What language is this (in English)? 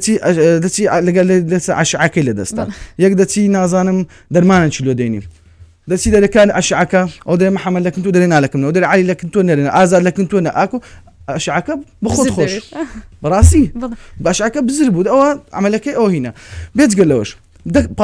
Central Kurdish